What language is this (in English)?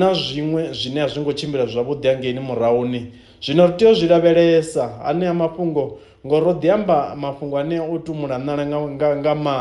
Venda